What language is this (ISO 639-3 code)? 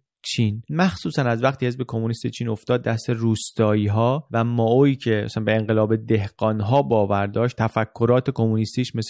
fas